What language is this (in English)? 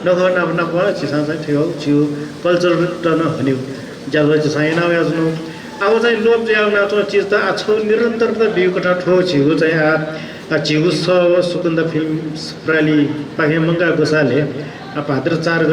Newari